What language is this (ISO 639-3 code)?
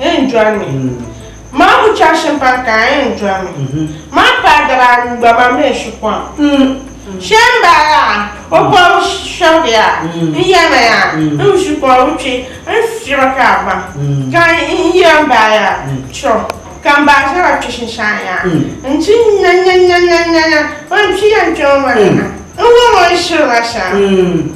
dag